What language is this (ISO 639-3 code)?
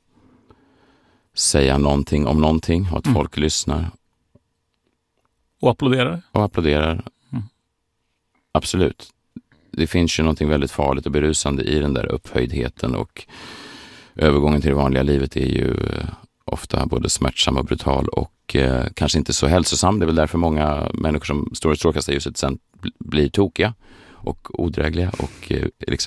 swe